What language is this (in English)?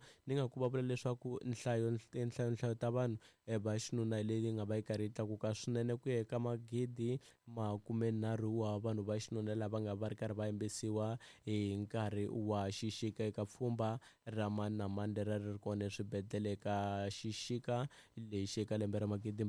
Tsonga